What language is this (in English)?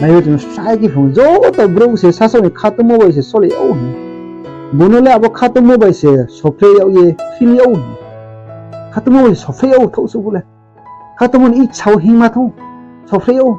Riang (India)